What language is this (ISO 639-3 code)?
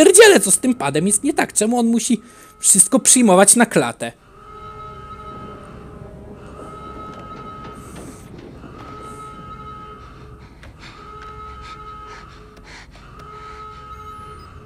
pol